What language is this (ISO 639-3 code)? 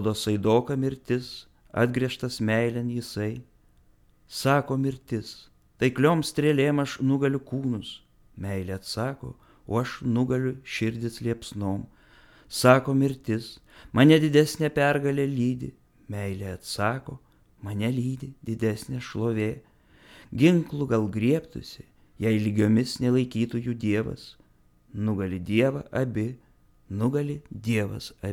lit